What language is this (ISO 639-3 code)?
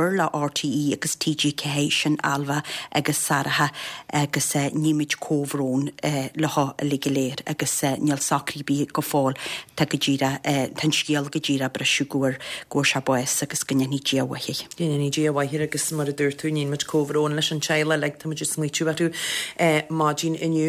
gle